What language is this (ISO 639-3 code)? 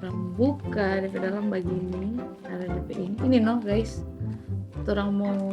xmm